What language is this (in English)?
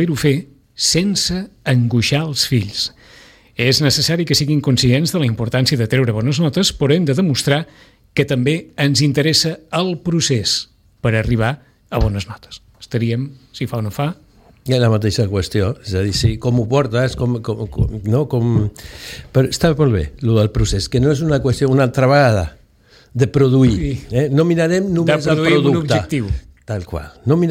Catalan